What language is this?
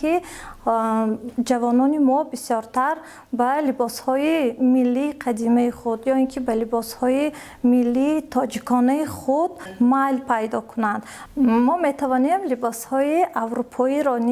Tajik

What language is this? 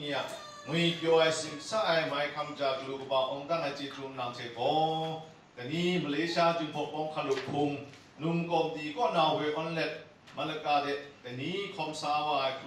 Kachin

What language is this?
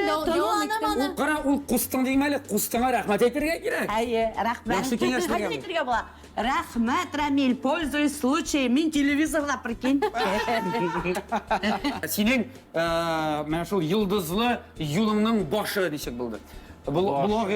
Tatar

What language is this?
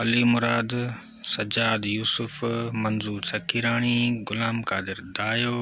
Sindhi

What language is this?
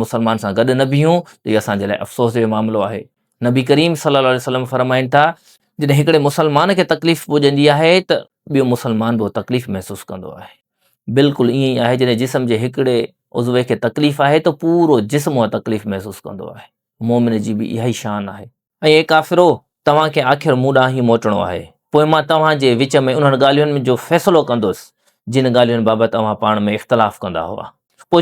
Sindhi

